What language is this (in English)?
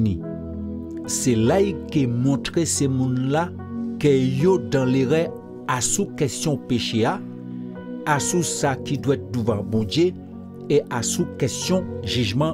Guadeloupean Creole French